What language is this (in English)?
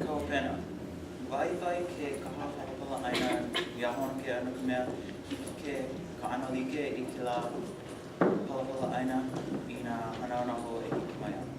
Hawaiian